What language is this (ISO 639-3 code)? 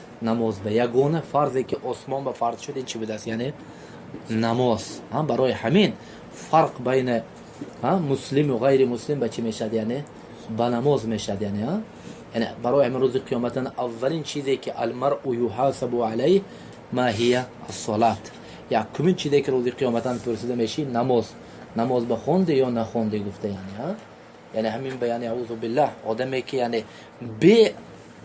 tgk